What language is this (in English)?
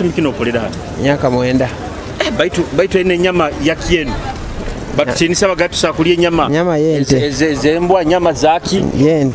Nyoro